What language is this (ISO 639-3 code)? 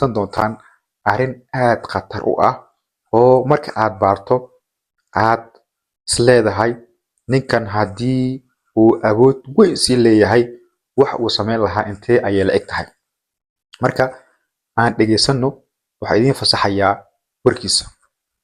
som